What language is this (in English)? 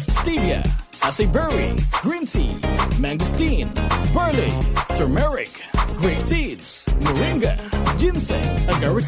Bikol